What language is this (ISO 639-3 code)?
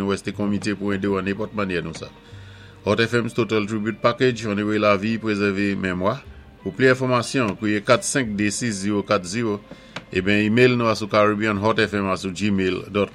acf